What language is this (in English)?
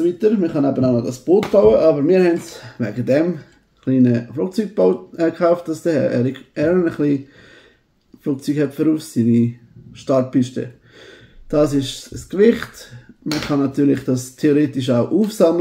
Swiss German